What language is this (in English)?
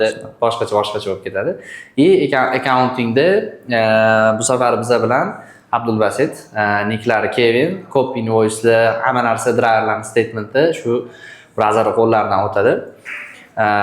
Uzbek